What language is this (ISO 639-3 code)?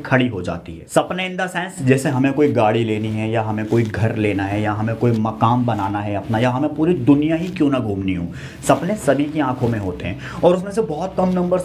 hin